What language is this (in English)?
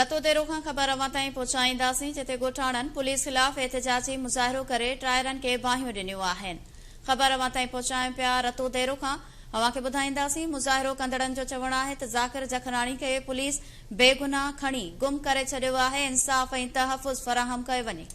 Sindhi